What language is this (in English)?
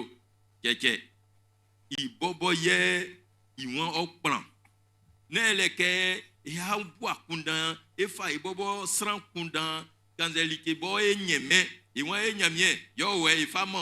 Baoulé